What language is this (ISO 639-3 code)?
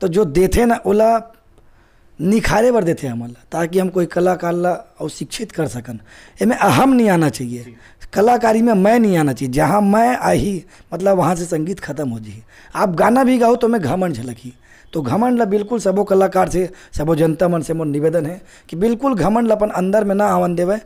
hne